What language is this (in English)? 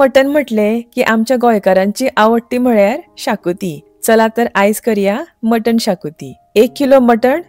Konkani